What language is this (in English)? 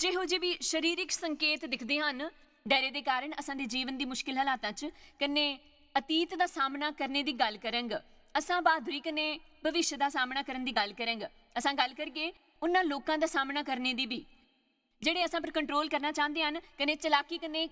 Dogri